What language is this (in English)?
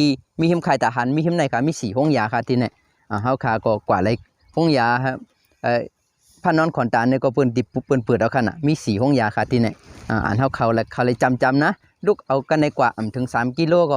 Shan